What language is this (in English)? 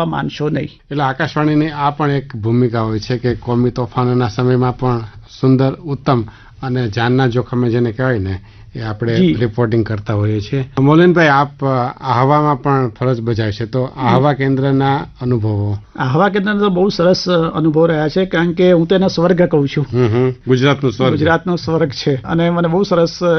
Gujarati